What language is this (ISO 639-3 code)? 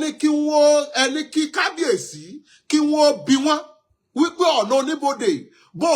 yor